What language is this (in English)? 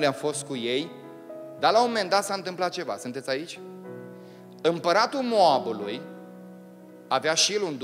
Romanian